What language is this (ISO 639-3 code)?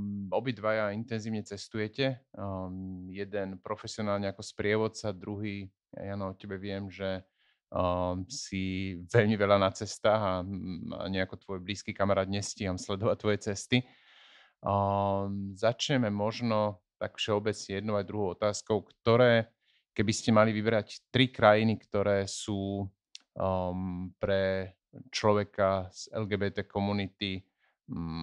slk